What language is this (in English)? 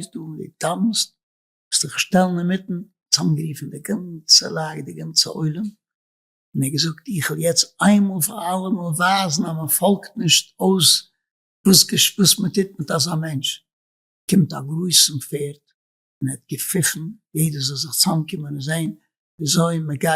Yiddish